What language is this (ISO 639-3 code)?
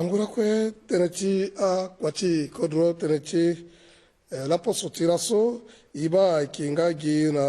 sag